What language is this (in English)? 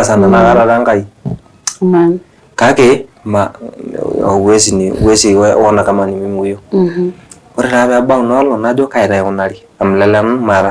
Masai